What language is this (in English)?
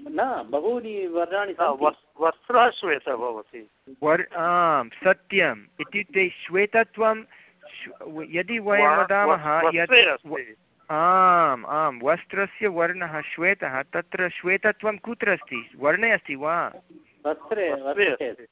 Sanskrit